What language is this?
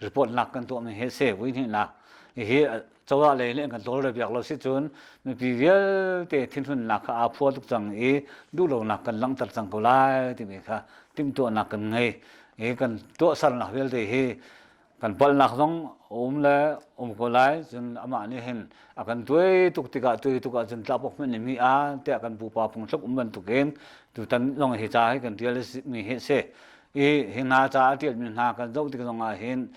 Hakha Chin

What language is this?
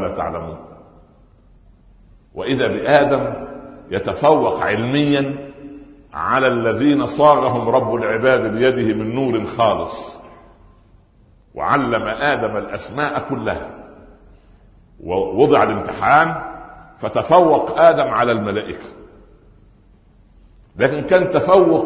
Arabic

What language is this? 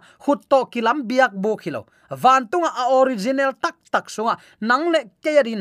Tedim Chin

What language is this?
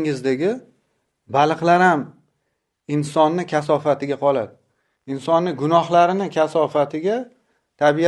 Uzbek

